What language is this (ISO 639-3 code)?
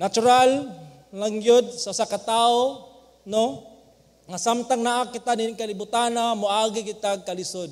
ceb